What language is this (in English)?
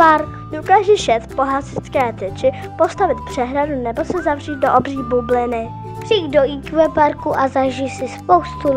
Czech